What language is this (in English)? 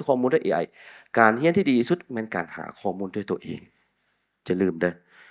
Lao